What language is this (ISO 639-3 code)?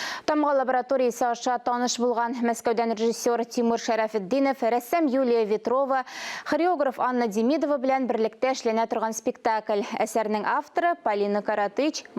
tat